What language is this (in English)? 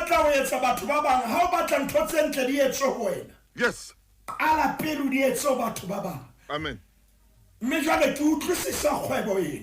Southern Sotho